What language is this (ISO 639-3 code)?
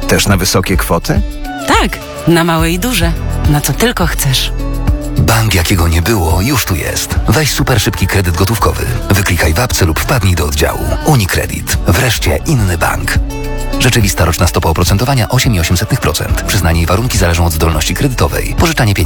pol